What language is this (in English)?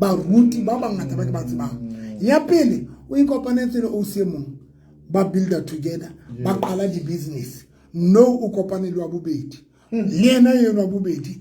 Southern Sotho